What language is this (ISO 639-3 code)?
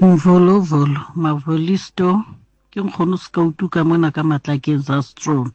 sot